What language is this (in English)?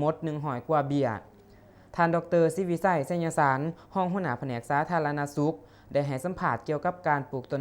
Lao